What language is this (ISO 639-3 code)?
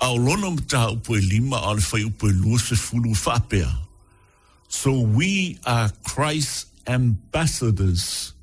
smo